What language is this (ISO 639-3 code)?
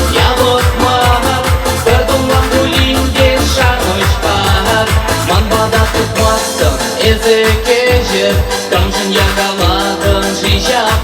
chv